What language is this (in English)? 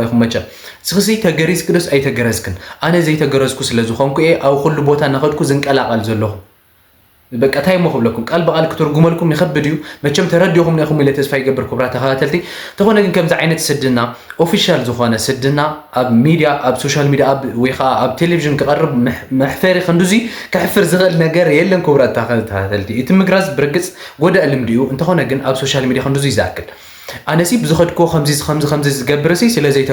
Tigrinya